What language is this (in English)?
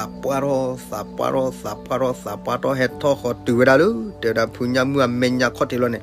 S'gaw Karen